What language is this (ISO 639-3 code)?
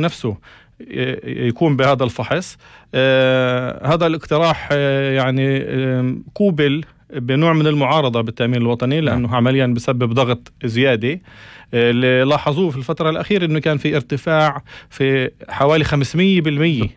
apc